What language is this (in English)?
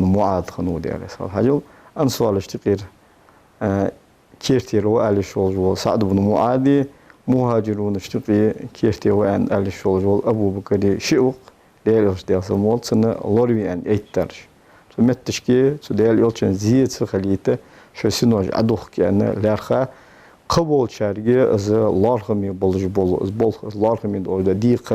Ingush